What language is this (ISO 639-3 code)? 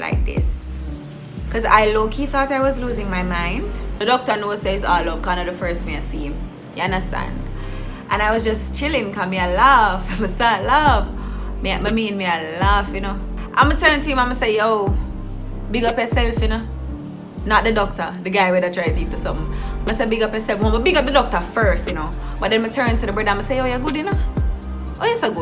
jam